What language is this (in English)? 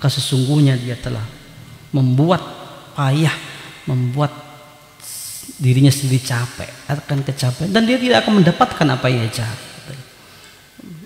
Indonesian